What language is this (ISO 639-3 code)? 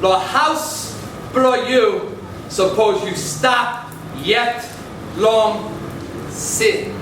tpi